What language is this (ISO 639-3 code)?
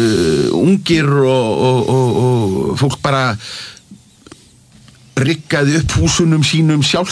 isl